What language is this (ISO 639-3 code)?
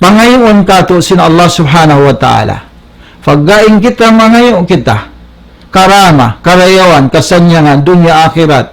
tsg